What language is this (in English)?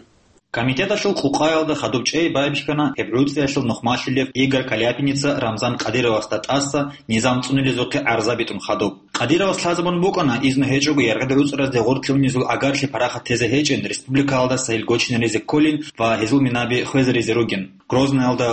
Avaric